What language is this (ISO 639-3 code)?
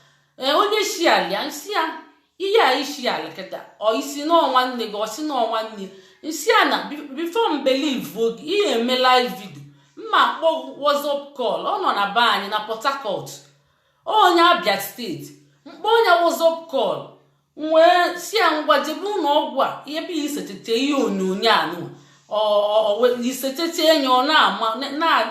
ibo